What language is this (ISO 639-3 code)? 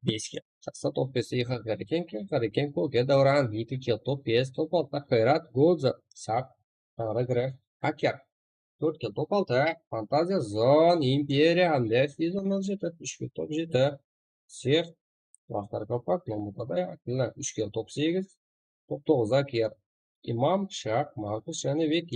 kaa